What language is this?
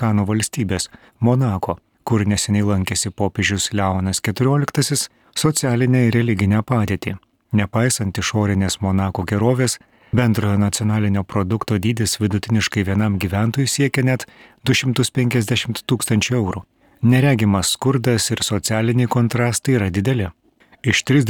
Lithuanian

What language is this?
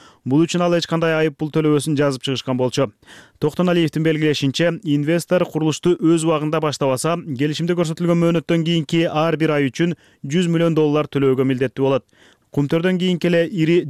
Kyrgyz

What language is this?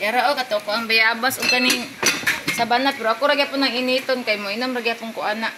Cebuano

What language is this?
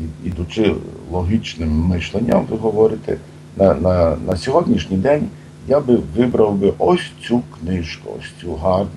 Ukrainian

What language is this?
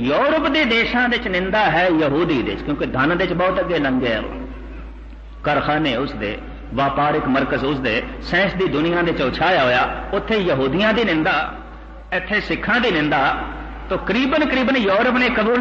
Punjabi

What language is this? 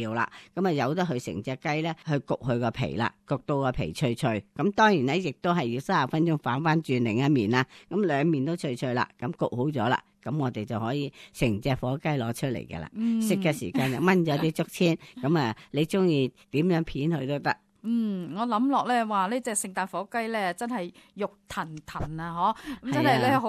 Cantonese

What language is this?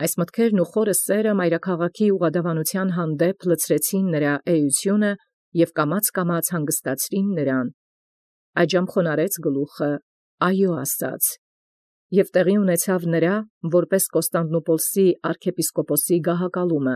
Armenian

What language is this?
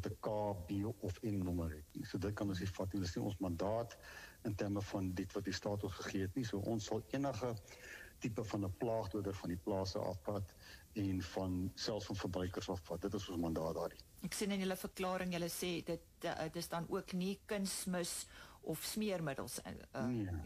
Afrikaans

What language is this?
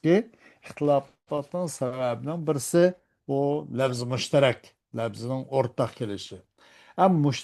Uyghur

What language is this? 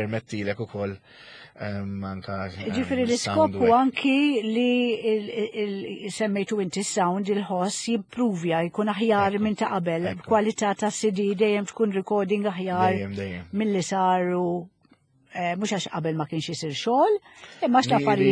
Maltese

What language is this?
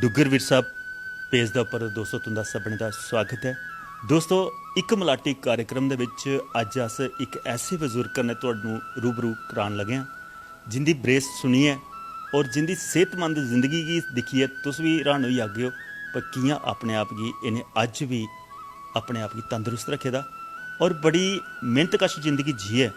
Dogri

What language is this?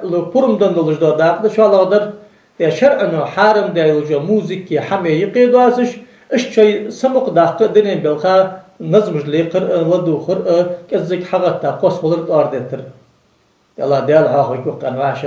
Ingush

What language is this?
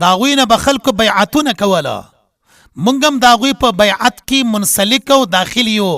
Pashto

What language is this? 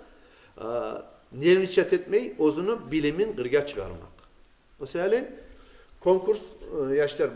Kumyk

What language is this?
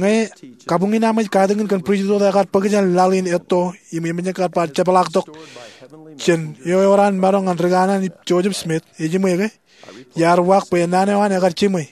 Marshallese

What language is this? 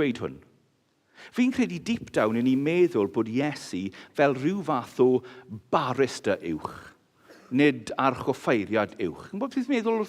Welsh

